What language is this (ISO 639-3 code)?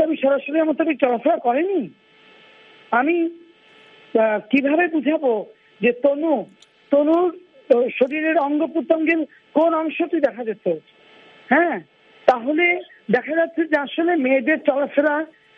ben